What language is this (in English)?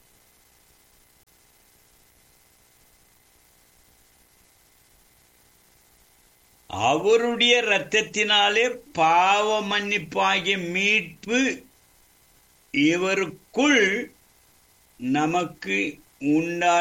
Tamil